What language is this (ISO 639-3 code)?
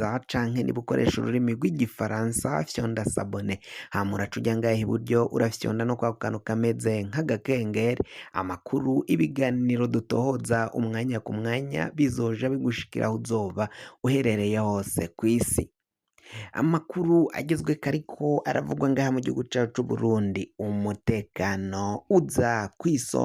run